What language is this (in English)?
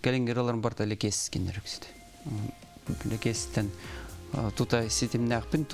Yakut